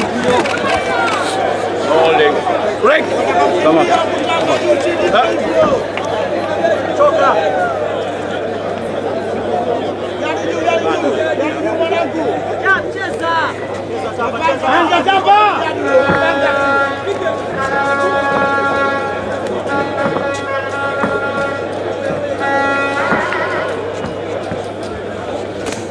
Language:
Swahili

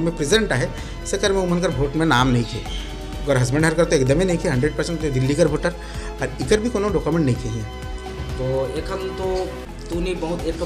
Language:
Sadri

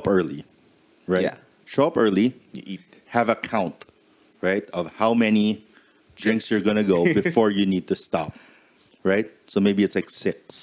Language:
English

